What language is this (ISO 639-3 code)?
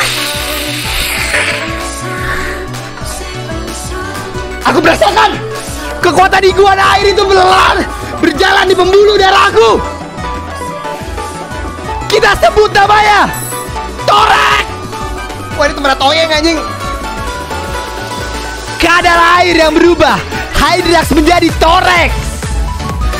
ind